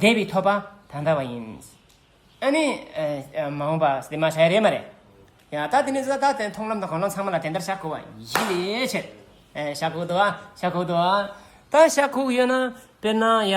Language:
Tibetan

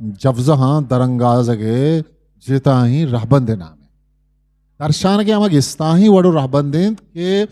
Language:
Eastern Balochi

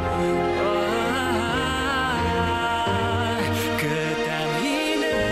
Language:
Bashkir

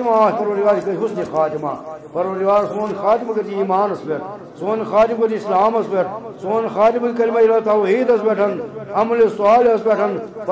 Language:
Kashmiri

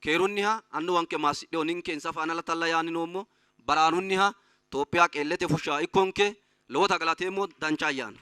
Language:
Sidamo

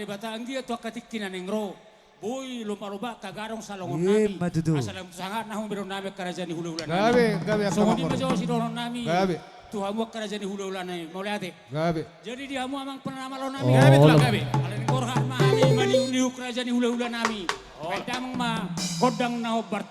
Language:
Batak Toba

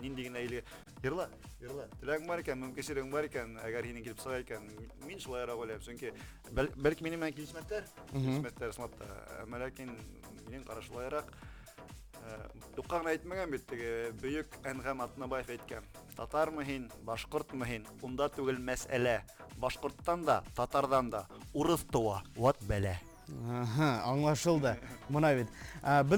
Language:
Bashkir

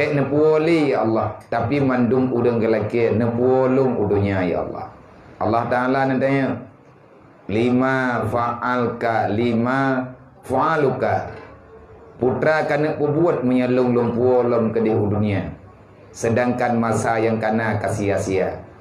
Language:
Achinese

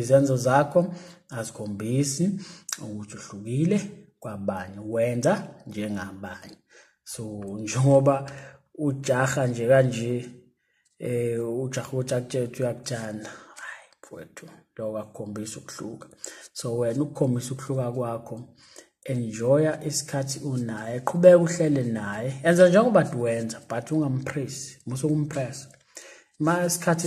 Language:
Zulu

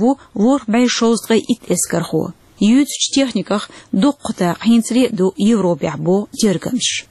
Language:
Chechen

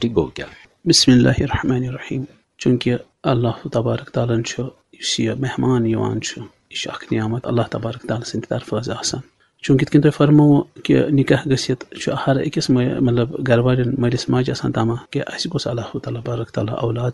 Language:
Kashmiri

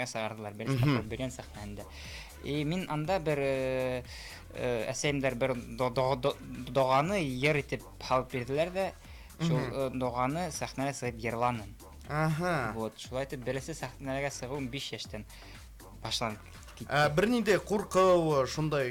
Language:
Bashkir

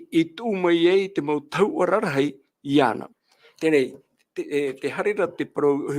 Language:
Tahitian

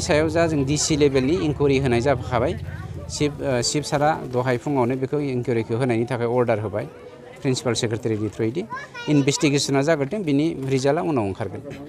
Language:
Bodo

